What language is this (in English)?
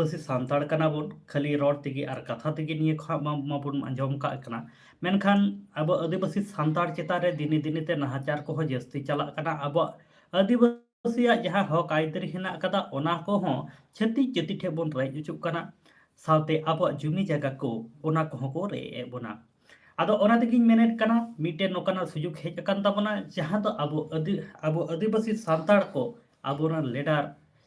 Santali